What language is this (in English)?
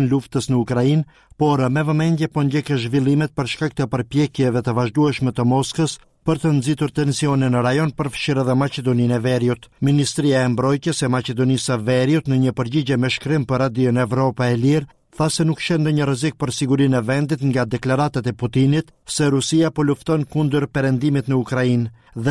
Albanian